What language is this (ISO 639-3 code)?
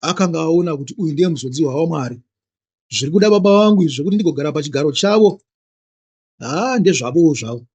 sna